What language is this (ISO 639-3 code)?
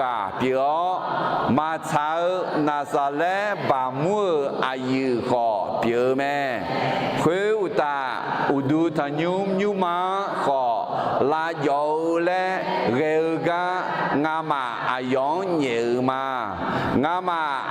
ahk